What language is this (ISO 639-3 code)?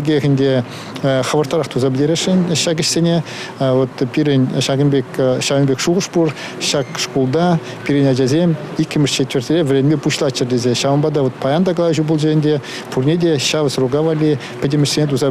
chv